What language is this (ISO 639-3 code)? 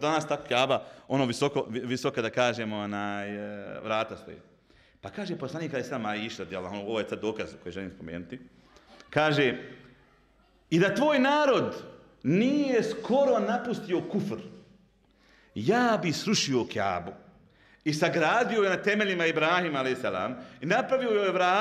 bos